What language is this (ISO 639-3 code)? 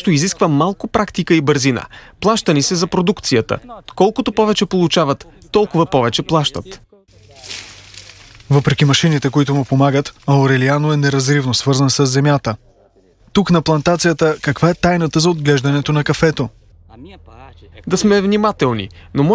bul